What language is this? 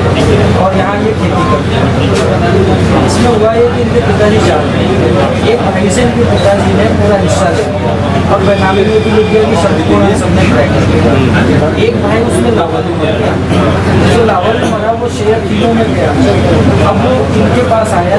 Hindi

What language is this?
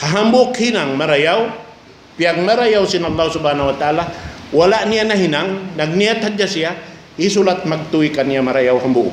Tausug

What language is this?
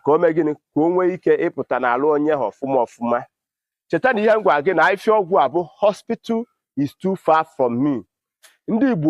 Igbo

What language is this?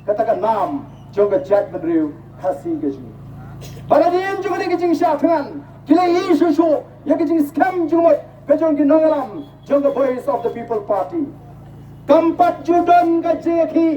Khasi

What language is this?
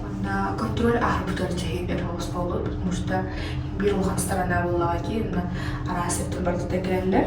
Yakut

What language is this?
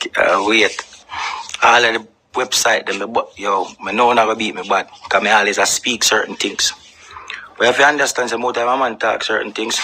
Jamaican Creole English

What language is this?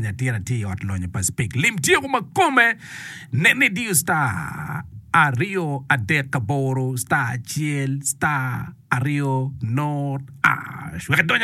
Acoli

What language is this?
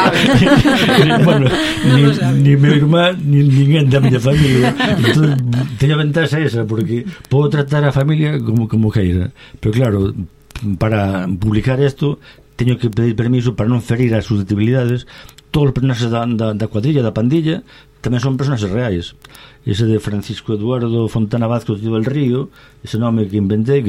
Galician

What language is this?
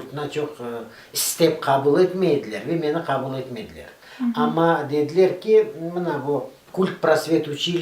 Crimean Tatar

